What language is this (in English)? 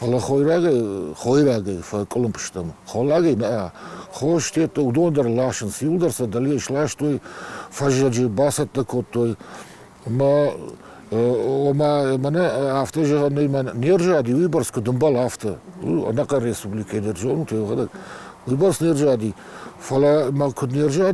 Ossetic